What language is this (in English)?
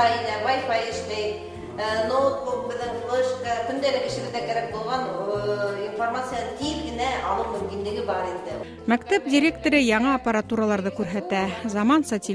Bashkir